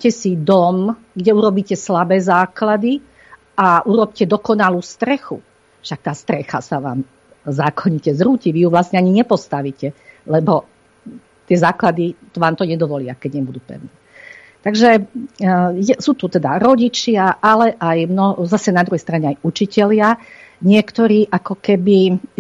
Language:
Slovak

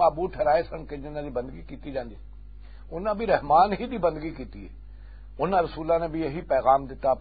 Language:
Western Panjabi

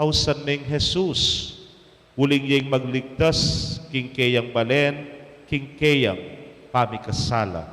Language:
Pampanga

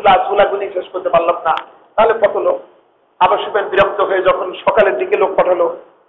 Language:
Bangla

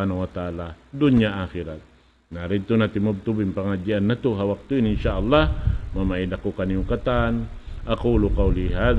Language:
Tausug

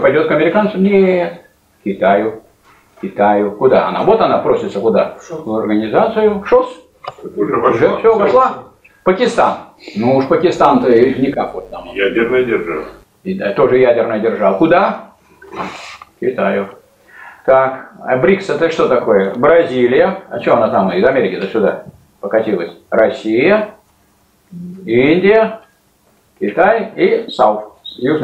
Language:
Russian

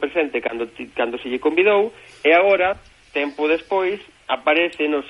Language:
Galician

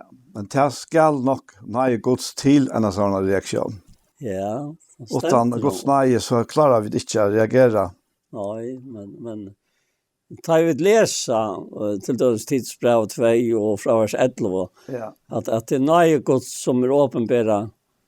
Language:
Faroese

